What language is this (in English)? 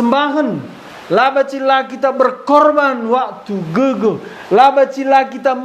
Batak Karo